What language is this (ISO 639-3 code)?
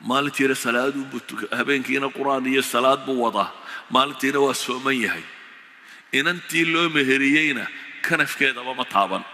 som